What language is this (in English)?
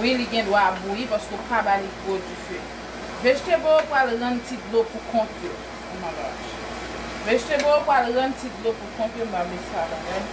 Haitian Creole